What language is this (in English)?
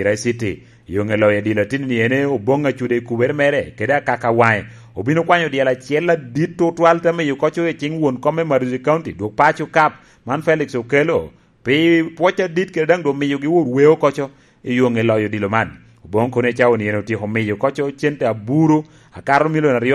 Lango (Uganda)